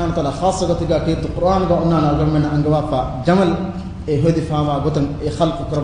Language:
Divehi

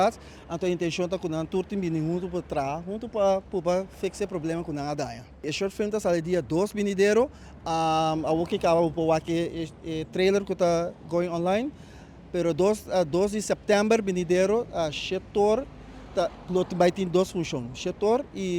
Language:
Papiamento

